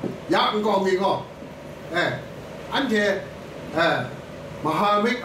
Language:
Kachin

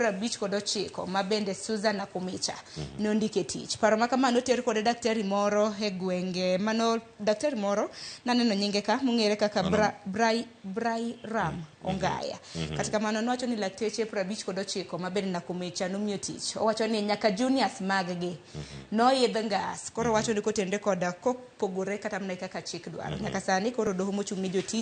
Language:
Luo (Kenya and Tanzania)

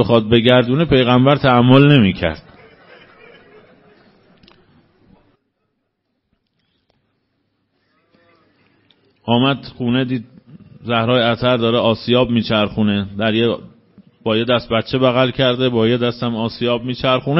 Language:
Persian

